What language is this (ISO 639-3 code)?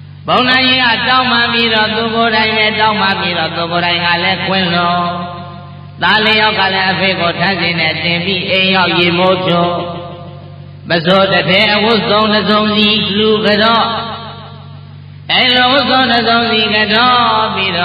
mya